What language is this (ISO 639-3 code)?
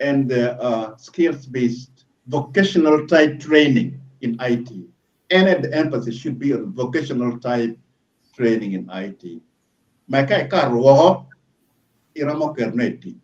ach